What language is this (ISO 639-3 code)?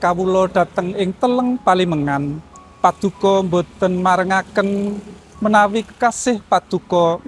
jav